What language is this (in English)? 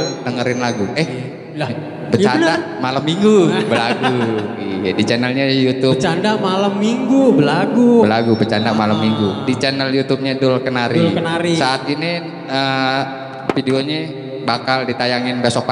Betawi